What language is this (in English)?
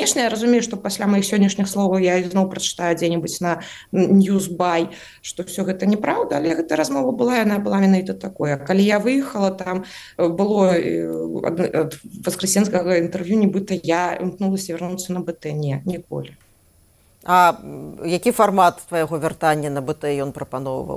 Belarusian